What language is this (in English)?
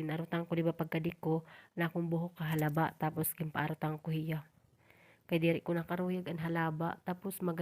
Waray